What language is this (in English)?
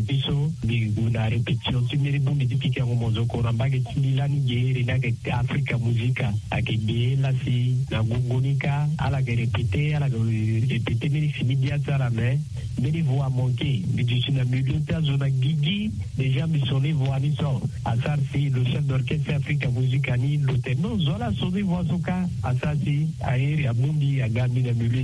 Sango